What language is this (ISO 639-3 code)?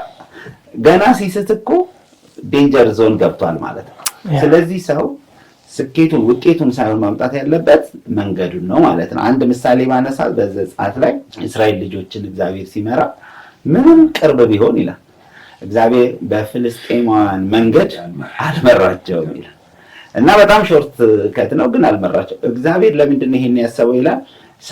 amh